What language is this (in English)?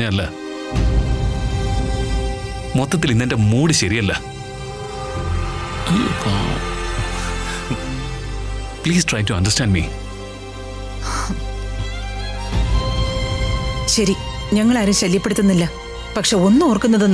Malayalam